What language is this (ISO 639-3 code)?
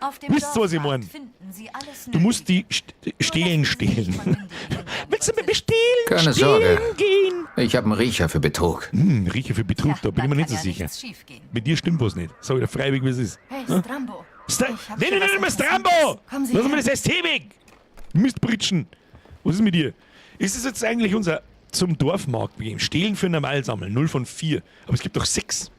bar